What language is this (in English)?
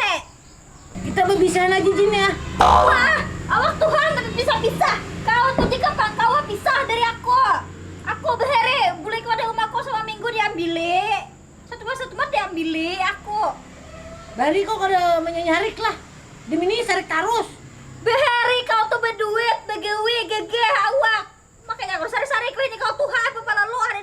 Banjar